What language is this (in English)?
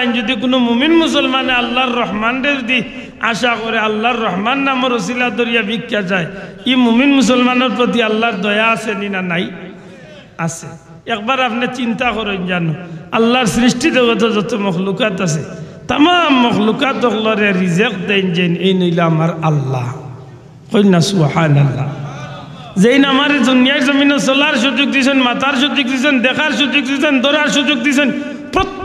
Sylheti